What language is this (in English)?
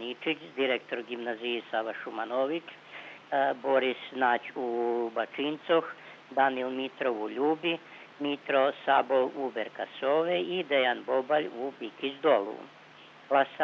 Rusyn